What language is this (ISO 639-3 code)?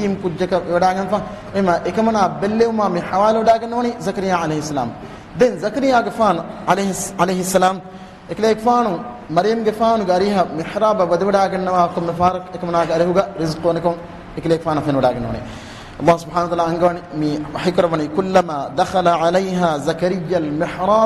div